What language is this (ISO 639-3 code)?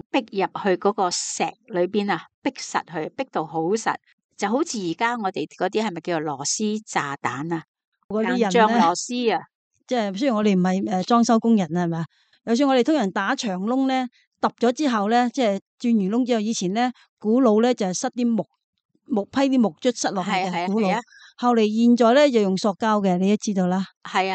yue